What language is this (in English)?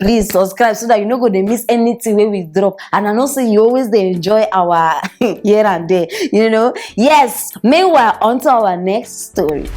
Nigerian Pidgin